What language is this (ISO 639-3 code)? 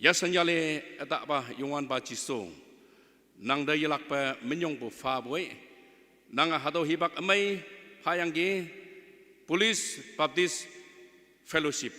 nag